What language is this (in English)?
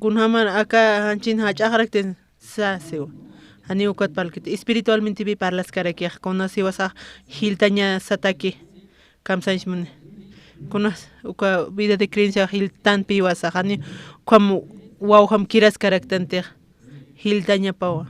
Aymara